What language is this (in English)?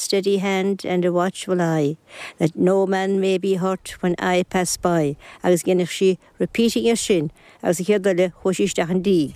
Irish